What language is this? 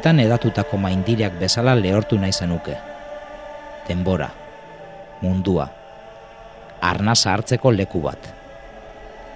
Basque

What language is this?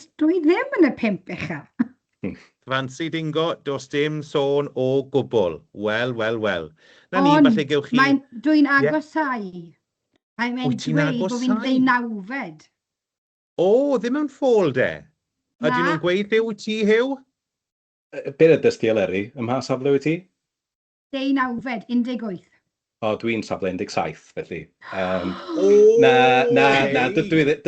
Welsh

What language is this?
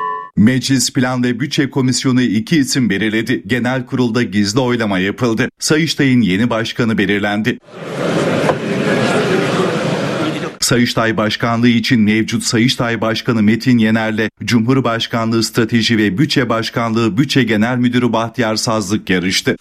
Turkish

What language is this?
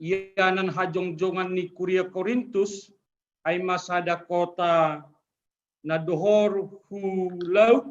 Batak Simalungun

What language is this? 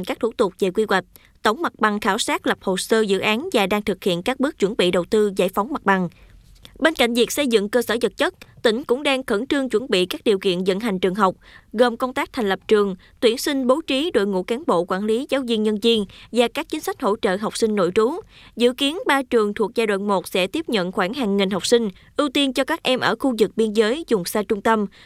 Vietnamese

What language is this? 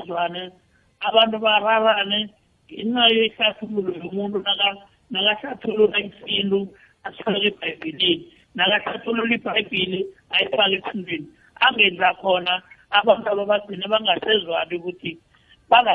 South Ndebele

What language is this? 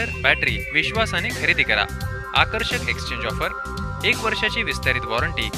Marathi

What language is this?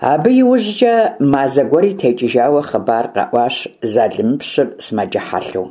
Kabardian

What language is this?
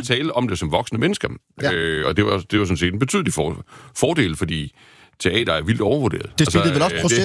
Danish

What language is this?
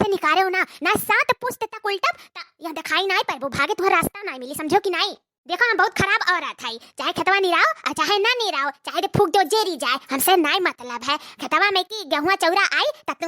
Awadhi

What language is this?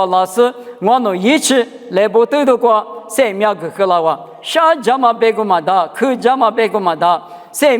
Lisu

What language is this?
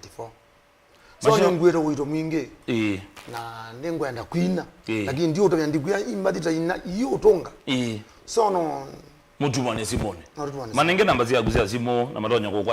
Kamba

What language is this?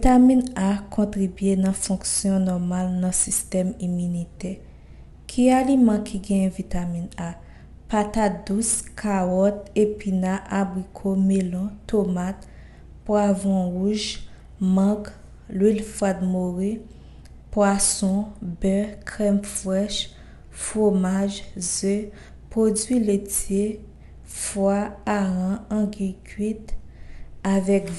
Haitian Creole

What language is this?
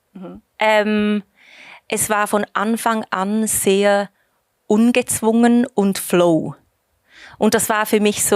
Swiss German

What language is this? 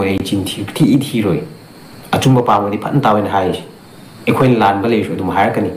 Manipuri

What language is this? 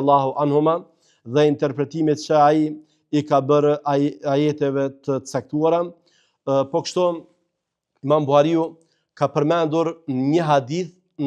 Albanian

